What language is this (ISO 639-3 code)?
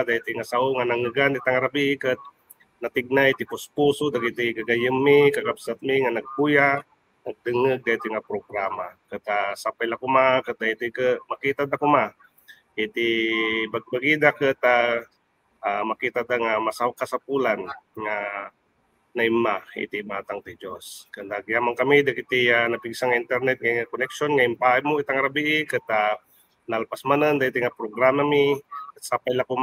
ilo